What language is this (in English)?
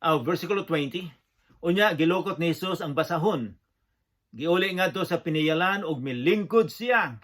Cebuano